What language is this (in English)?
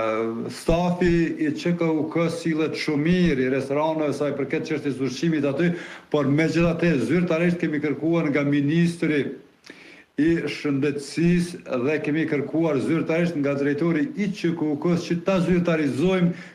Albanian